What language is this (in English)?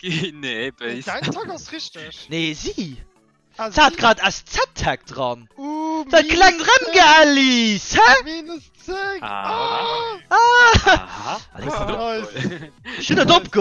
Luxembourgish